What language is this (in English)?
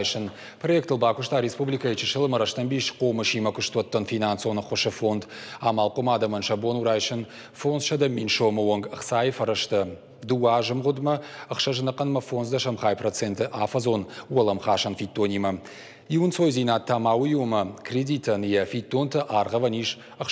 Ossetic